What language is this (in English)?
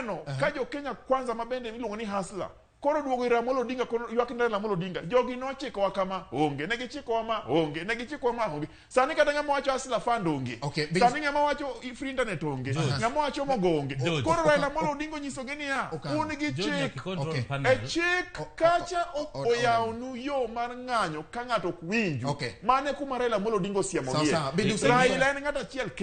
Luo (Kenya and Tanzania)